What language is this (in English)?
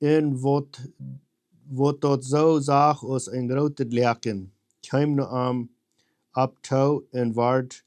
Plautdietsch